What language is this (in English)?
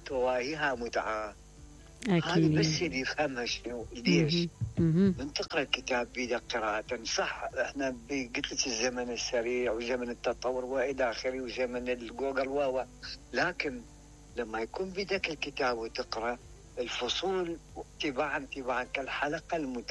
Mesopotamian Arabic